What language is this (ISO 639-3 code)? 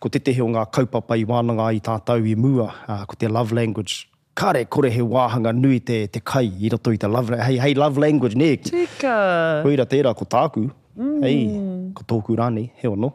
mri